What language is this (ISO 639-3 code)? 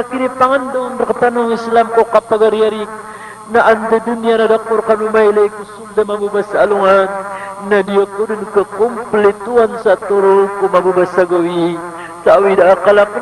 mrw